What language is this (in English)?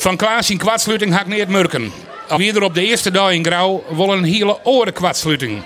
Western Frisian